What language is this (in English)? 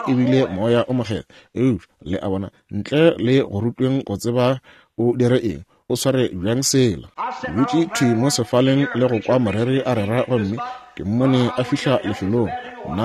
Northern Sotho